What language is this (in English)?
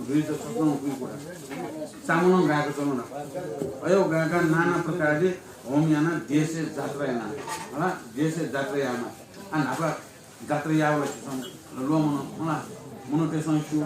Newari